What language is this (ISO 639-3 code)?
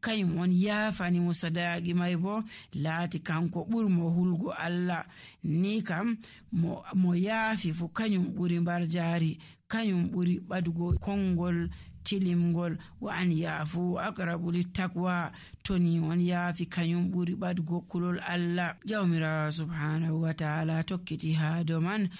fuv